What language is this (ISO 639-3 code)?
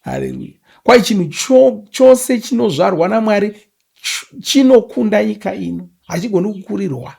sna